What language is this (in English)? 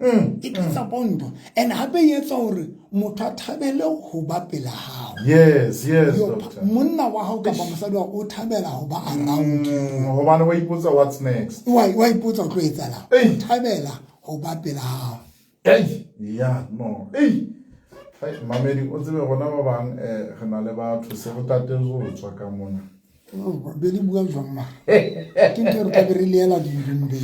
Southern Sotho